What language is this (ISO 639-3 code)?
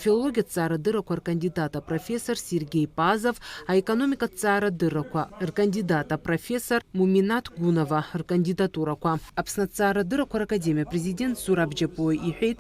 abk